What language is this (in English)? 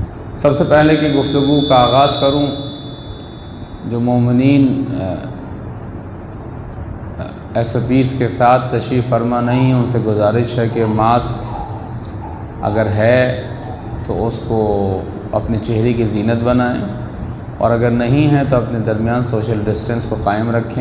Urdu